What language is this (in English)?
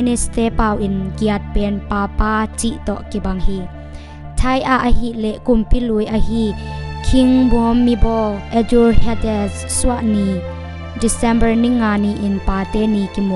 Tedim Chin